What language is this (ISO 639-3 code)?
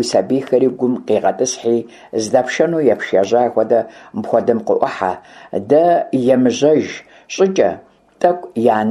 kbd